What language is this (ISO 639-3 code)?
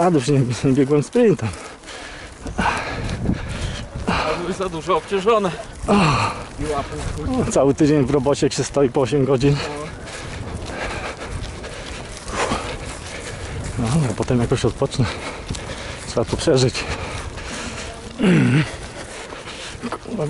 pol